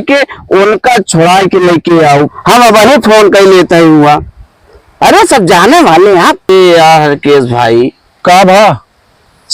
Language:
Awadhi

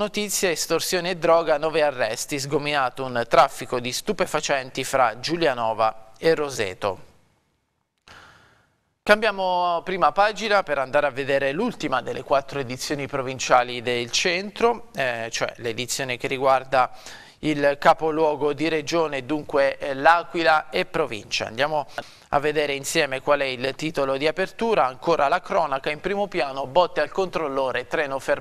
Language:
Italian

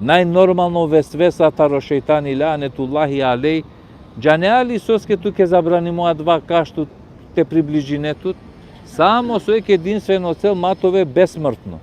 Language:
Balkan Romani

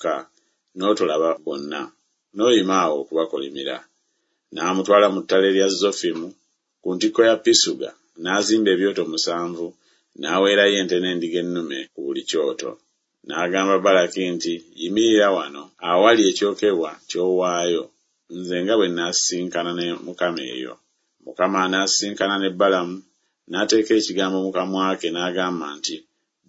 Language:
Ganda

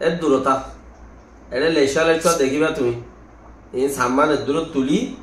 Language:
Rohingya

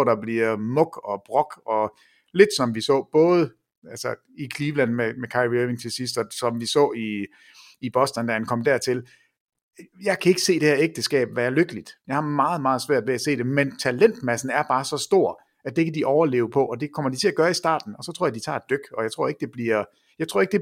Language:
Danish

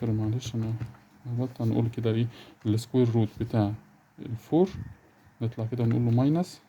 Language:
Egyptian Arabic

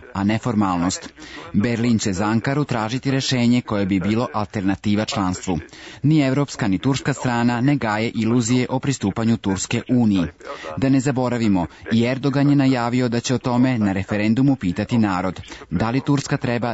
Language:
Serbian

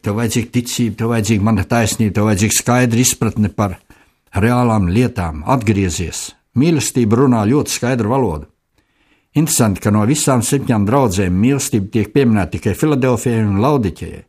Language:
Latvian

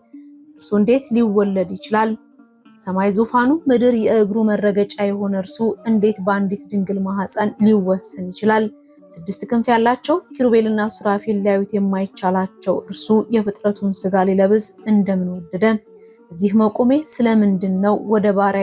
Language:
Amharic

